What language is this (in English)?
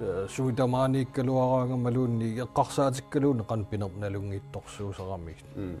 Kalaallisut